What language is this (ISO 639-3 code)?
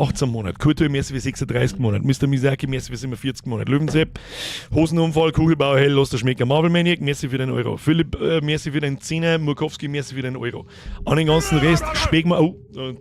bar